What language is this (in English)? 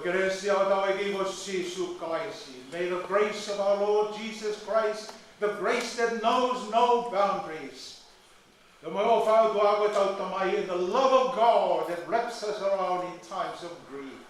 Tongan